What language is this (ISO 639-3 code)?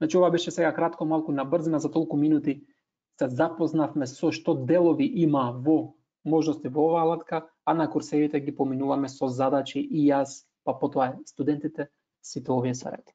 mkd